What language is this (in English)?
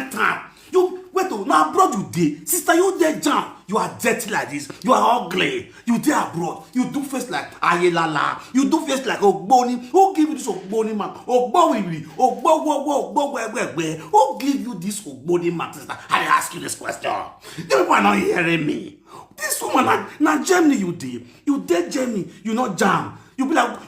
Nigerian Pidgin